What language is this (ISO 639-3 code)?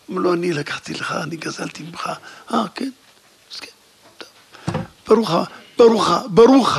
heb